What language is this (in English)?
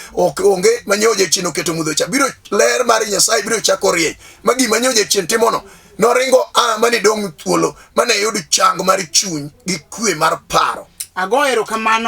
Luo (Kenya and Tanzania)